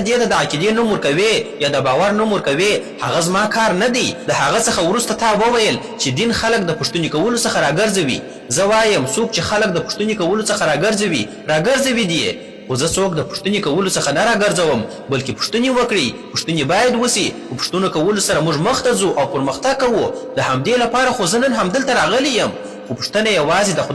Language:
Pashto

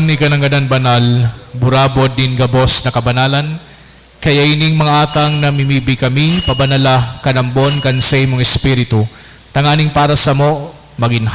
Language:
Bikol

